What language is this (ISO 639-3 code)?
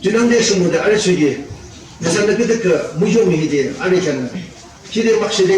yim